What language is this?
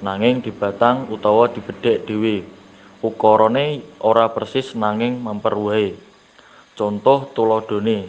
Javanese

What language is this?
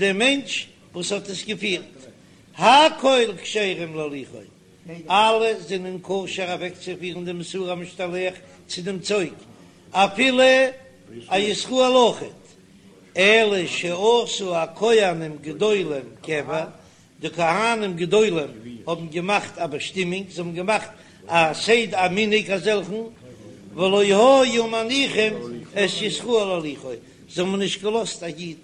Yiddish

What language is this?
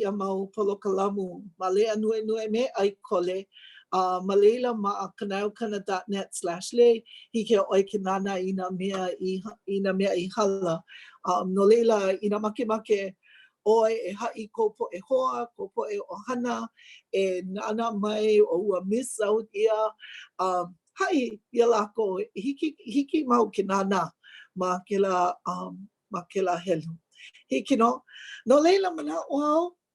Hawaiian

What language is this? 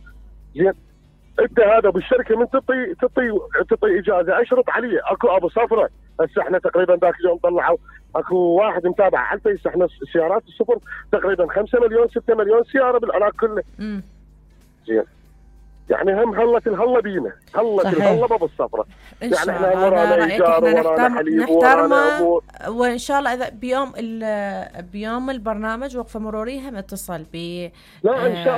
Mesopotamian Arabic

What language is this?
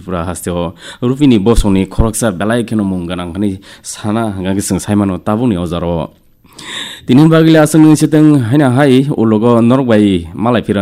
Kok Borok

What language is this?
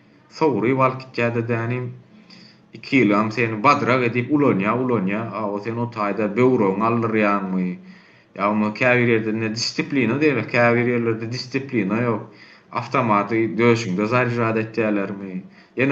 Turkmen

